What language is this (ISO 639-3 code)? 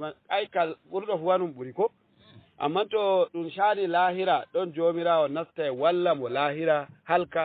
ful